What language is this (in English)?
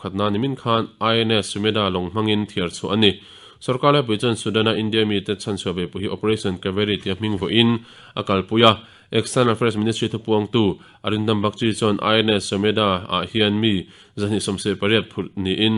Mizo